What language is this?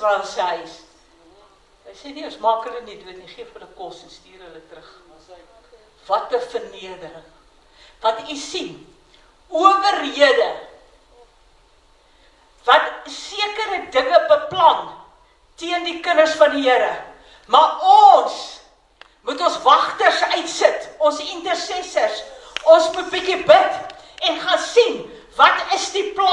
Afrikaans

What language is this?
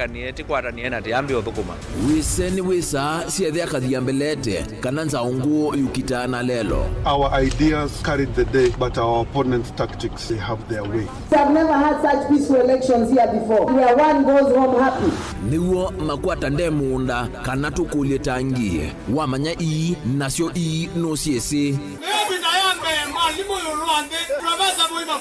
Kamba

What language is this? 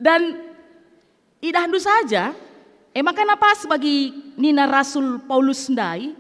Batak Karo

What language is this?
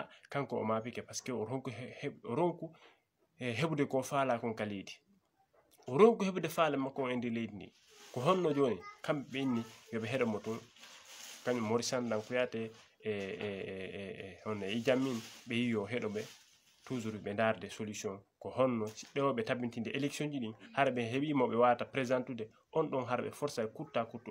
Fula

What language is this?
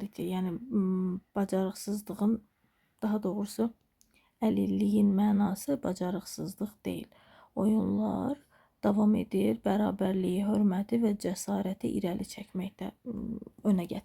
Azerbaijani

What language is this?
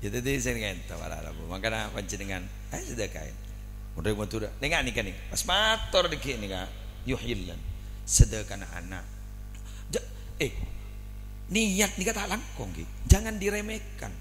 Madurese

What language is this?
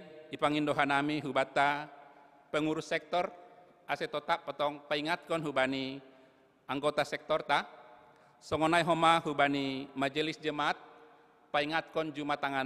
Batak Simalungun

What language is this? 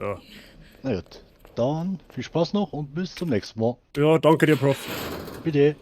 Bavarian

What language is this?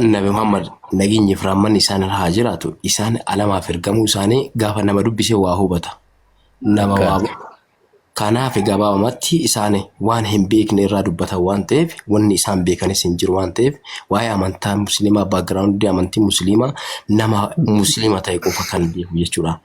Oromo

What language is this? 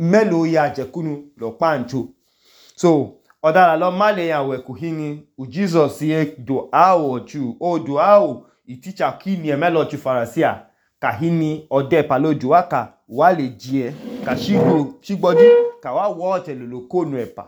Idoma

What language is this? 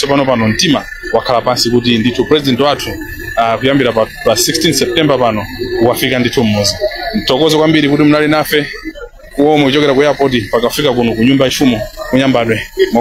Nyanja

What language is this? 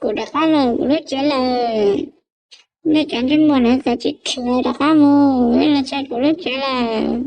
Hmong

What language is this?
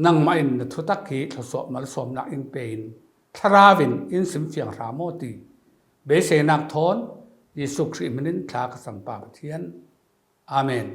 Falam Chin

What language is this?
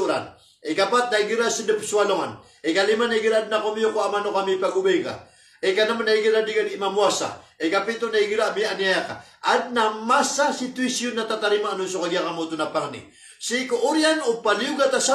Maranao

